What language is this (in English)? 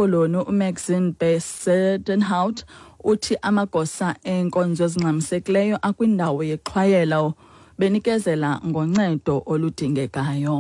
Xhosa